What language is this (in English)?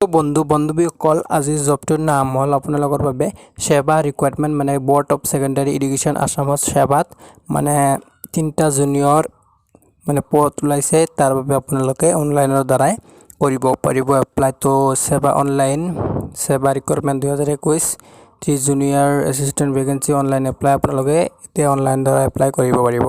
Assamese